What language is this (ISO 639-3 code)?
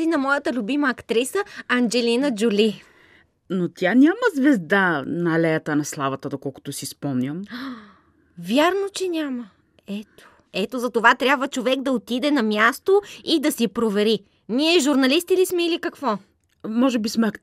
bul